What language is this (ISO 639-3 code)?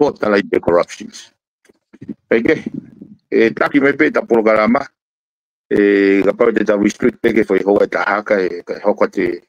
ton